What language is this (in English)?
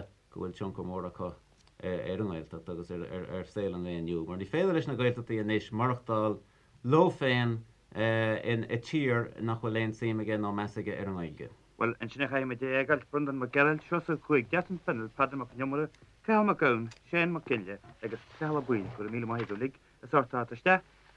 Irish